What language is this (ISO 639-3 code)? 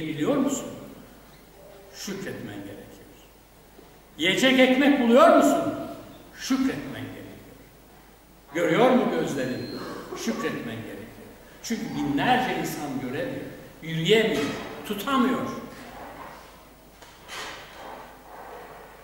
tur